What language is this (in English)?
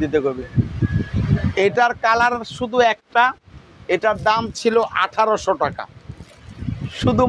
Bangla